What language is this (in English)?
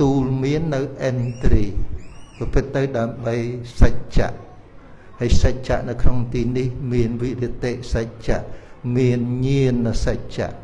Khmer